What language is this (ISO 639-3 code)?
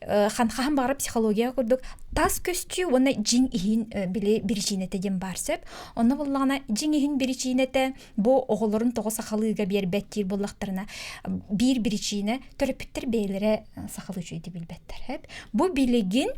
sah